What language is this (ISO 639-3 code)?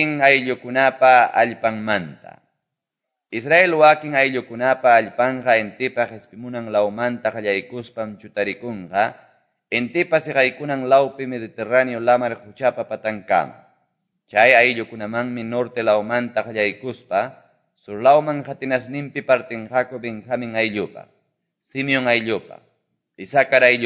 que